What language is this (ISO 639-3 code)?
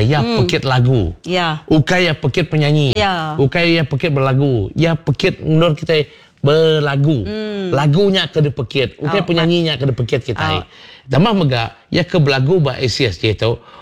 iba